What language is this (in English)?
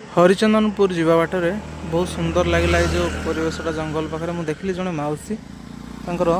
Odia